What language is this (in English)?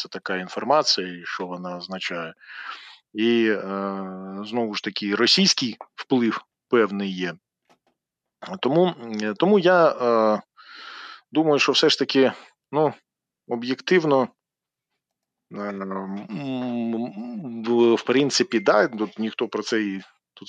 Ukrainian